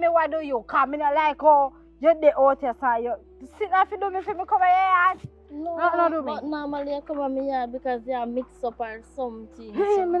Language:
Jamaican Creole English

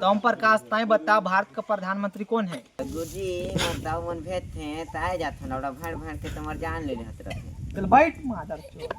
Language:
Chhattisgarhi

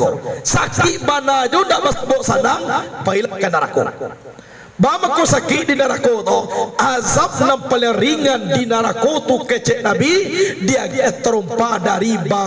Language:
Minangkabau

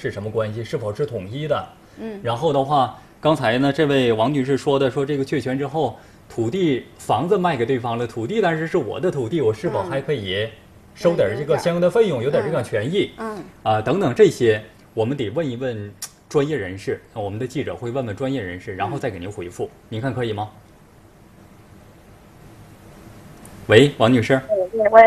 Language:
Chinese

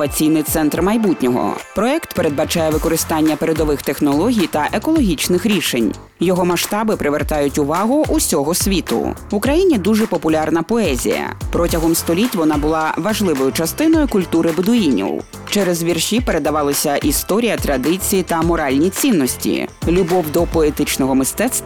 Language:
Ukrainian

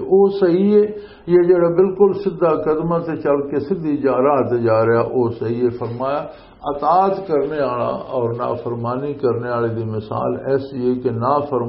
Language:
Western Panjabi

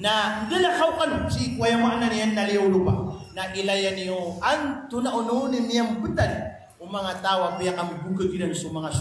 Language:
Maranao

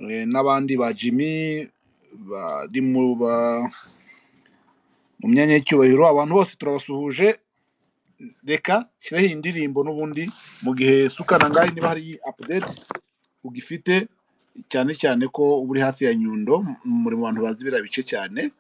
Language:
Kinyarwanda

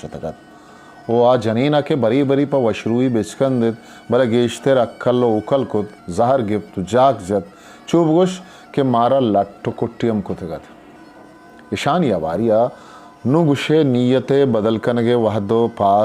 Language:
Eastern Balochi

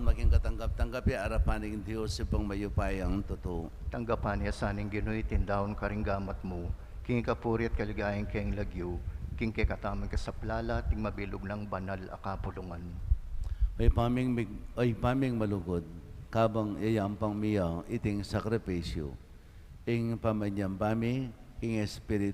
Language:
Pampanga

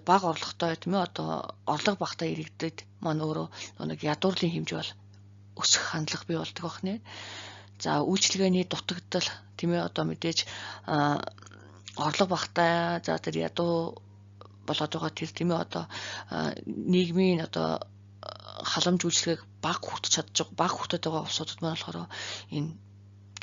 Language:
Mongolian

